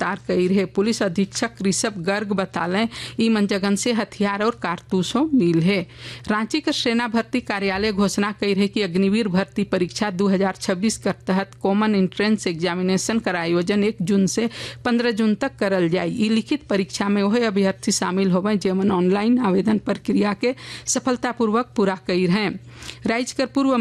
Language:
Sadri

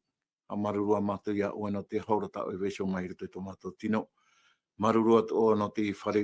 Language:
Tahitian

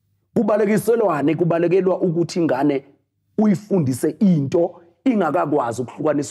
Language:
Zulu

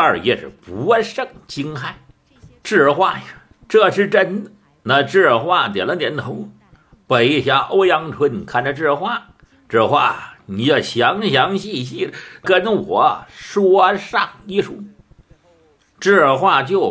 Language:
Chinese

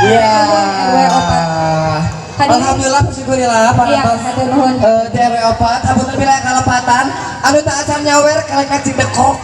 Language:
Sundanese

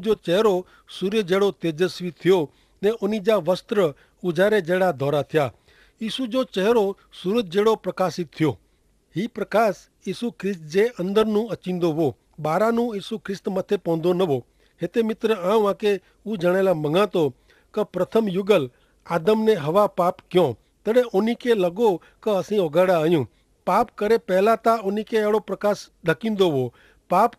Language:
Kachhi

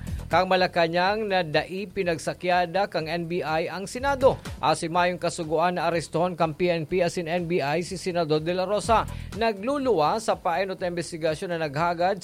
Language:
Bikol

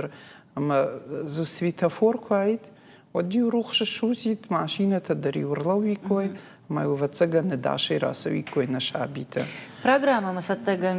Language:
Ossetic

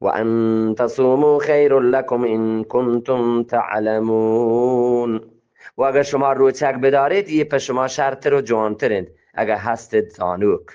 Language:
Eastern Balochi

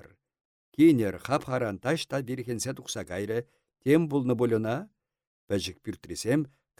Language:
Chuvash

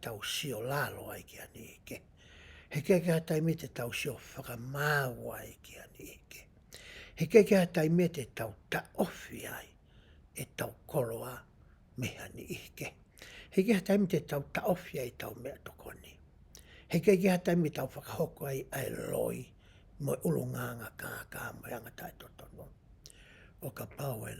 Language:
Tongan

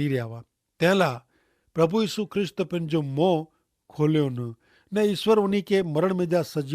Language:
Kachhi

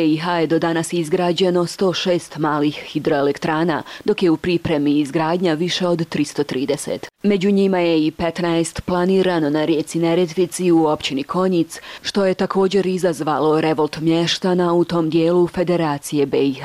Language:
Bosnian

